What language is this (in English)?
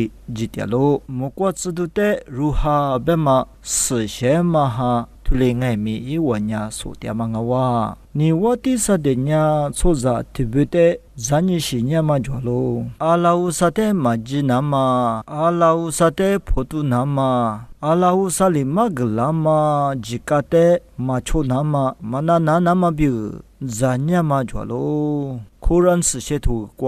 Lisu